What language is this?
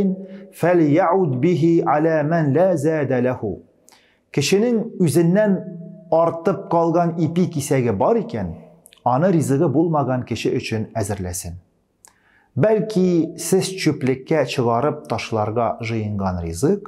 Tatar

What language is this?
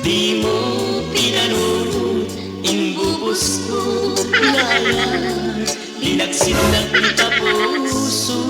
Iloko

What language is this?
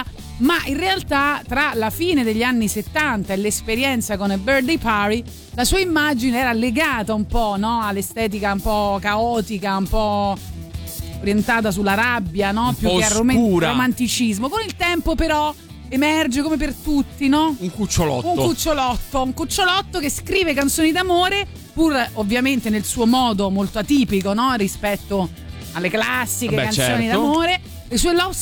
Italian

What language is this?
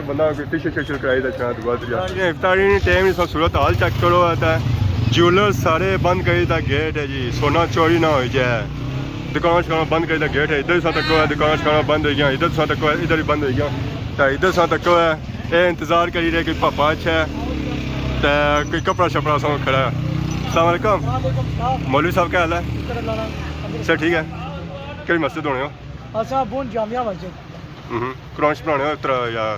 Pahari-Potwari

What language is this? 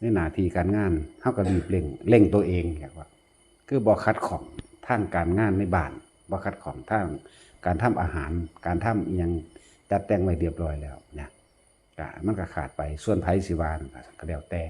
Lao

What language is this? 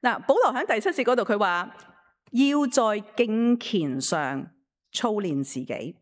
Cantonese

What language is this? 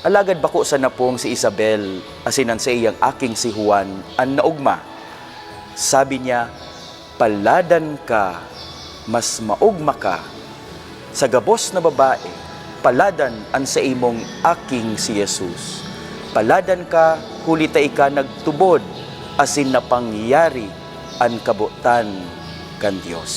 Bikol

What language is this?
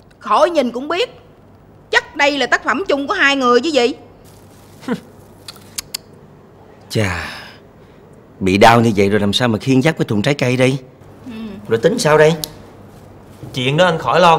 Vietnamese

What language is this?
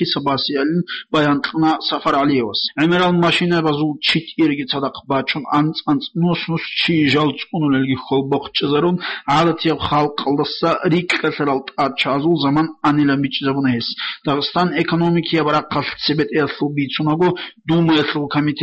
Avaric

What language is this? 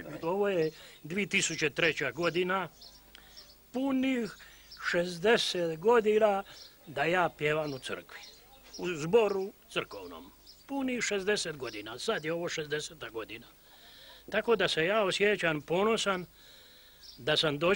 Croatian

